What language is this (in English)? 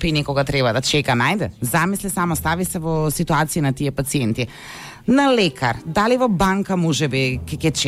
Macedonian